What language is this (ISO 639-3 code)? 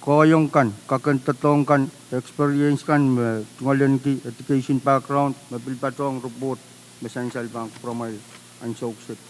pon